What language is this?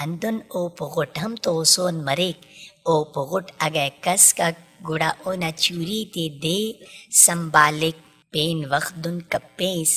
Brahui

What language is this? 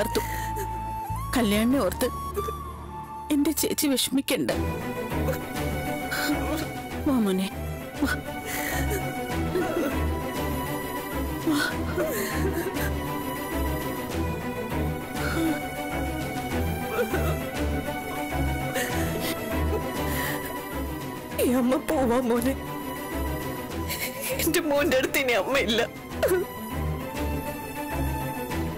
Malayalam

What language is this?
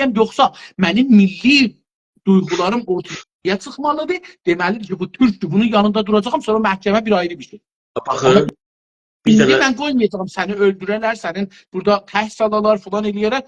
South Azerbaijani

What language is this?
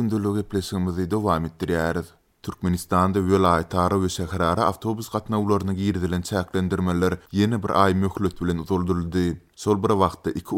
Turkmen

